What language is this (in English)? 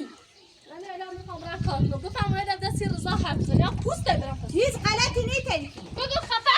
Persian